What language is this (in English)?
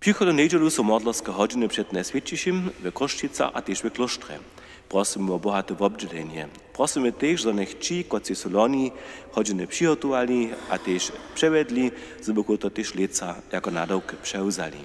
Upper Sorbian